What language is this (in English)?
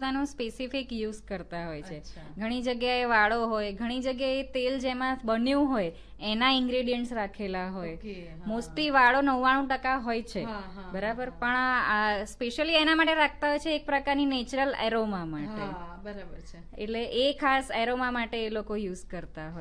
Gujarati